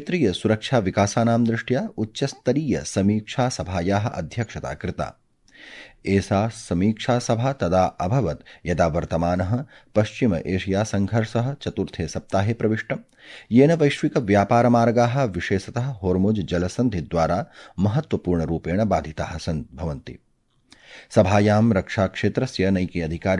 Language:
Sanskrit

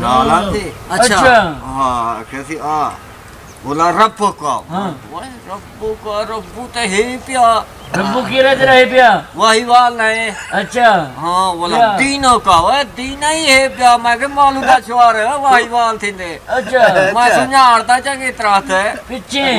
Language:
Saraiki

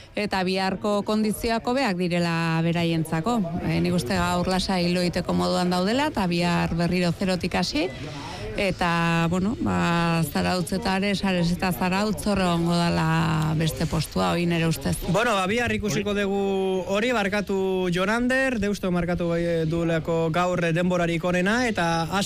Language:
Basque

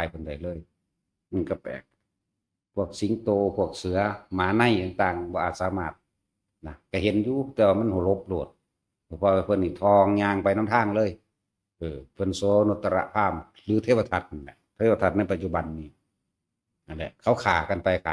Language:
Northeastern Thai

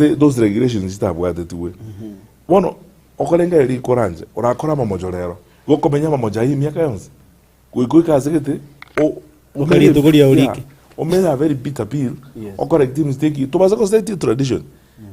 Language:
Gusii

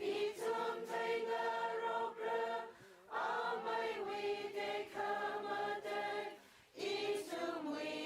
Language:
Tangkhul Naga (India)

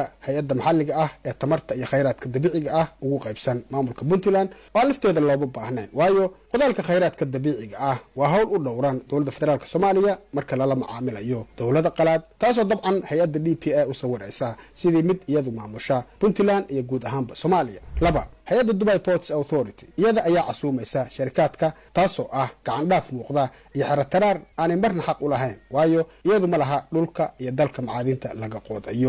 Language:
Somali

